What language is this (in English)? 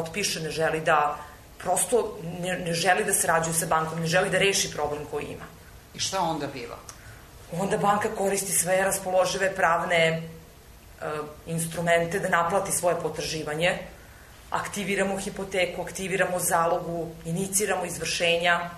Serbian